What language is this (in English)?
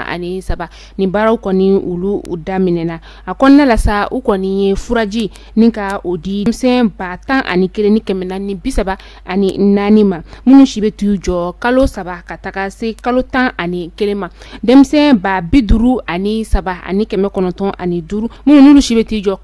Bambara